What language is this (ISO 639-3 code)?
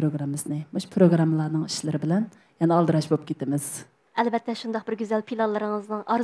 uig